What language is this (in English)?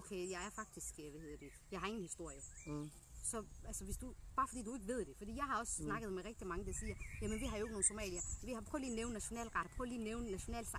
Danish